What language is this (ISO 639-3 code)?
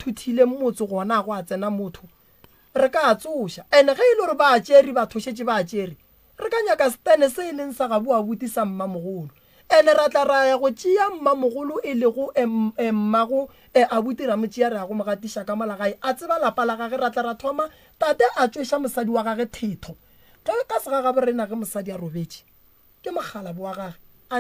nso